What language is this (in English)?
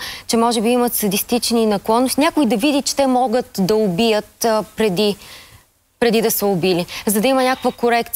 Bulgarian